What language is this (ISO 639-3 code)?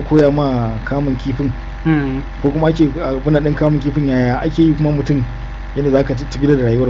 hau